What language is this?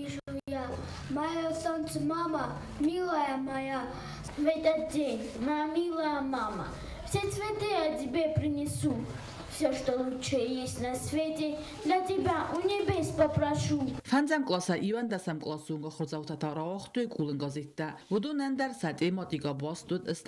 Ossetic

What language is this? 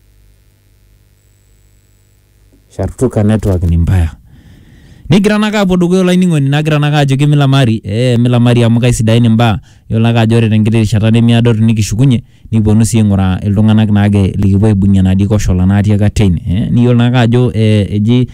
Masai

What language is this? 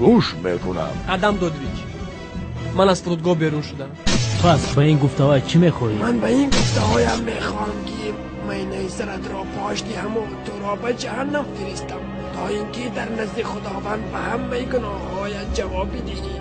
Tajik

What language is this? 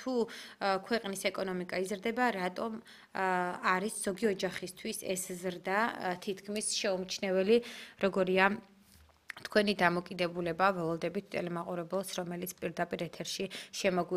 Georgian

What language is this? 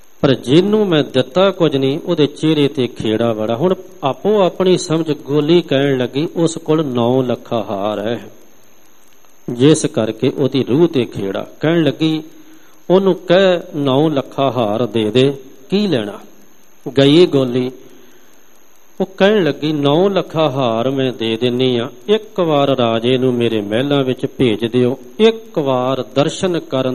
Punjabi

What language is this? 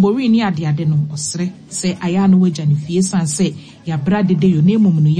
Akan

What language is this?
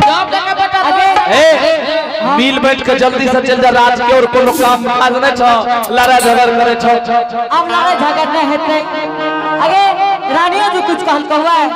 Angika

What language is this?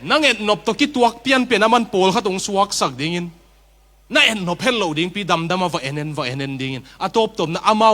Tedim Chin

